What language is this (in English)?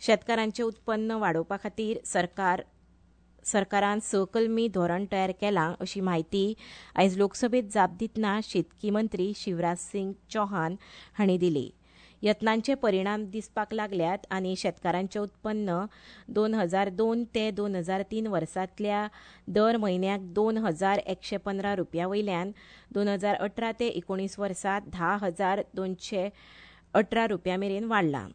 Konkani